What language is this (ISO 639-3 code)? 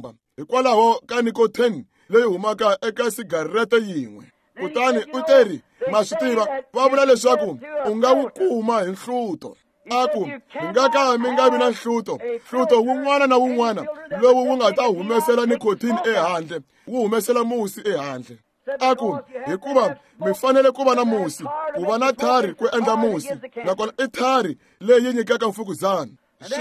tso